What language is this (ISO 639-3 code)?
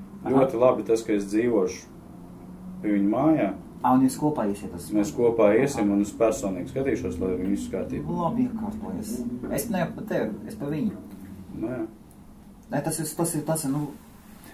lav